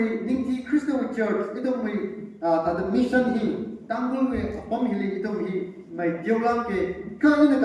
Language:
Tangkhul Naga (India)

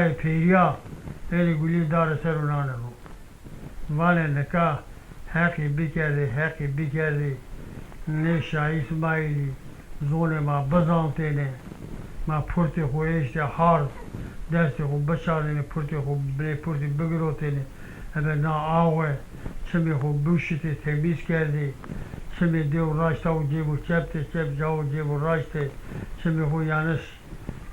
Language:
Zaza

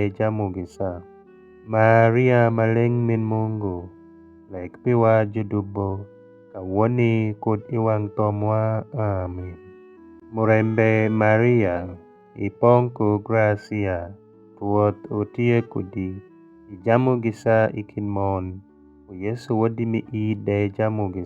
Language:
Alur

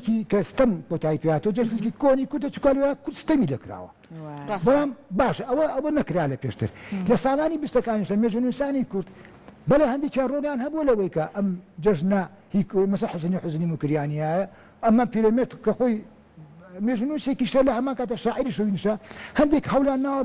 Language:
Central Kurdish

